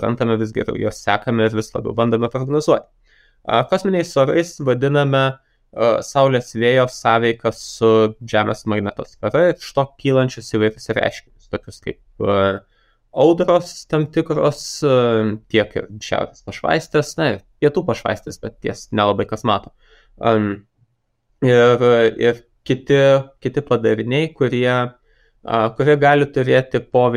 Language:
Lithuanian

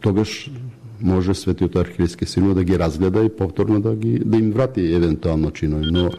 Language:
Macedonian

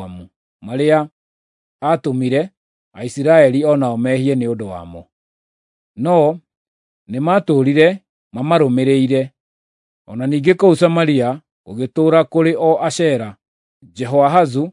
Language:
Kikuyu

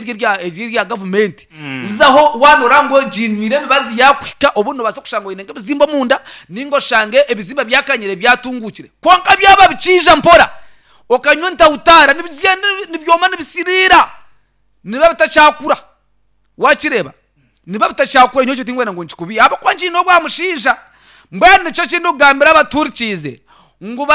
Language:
Nyankole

